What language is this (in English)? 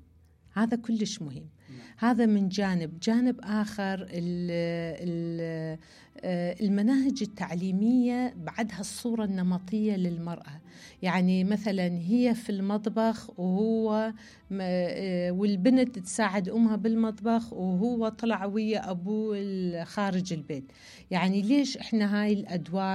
Mesopotamian Arabic